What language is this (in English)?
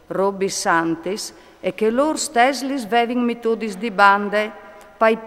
Friulian